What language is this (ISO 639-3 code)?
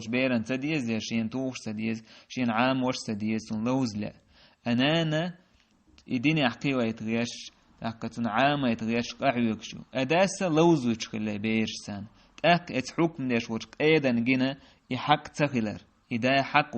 che